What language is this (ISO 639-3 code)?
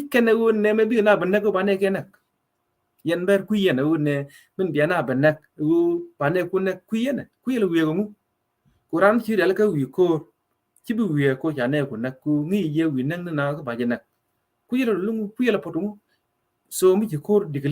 nus